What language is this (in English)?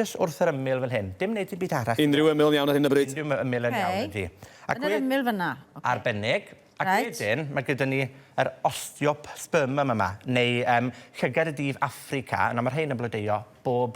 Welsh